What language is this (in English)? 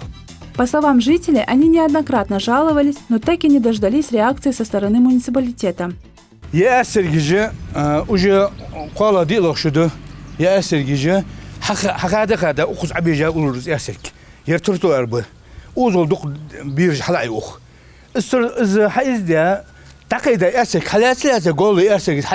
Ingush